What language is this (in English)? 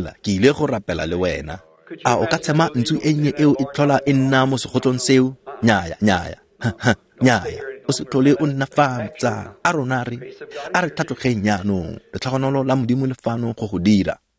Tswana